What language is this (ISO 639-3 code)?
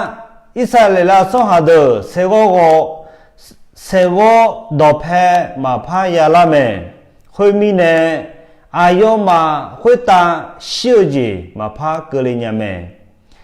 ahk